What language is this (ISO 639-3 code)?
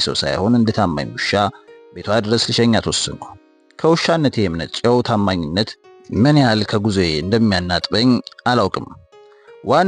amh